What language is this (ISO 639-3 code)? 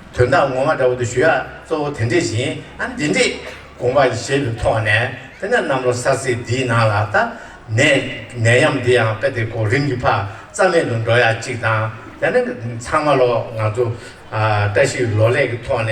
bod